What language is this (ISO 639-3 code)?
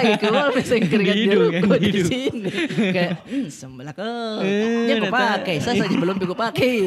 mfp